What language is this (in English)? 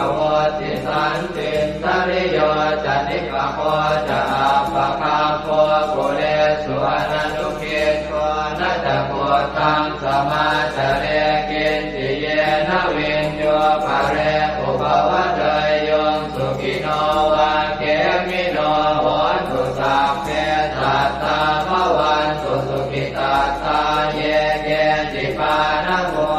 Pali